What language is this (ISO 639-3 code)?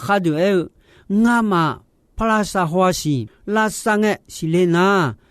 ahk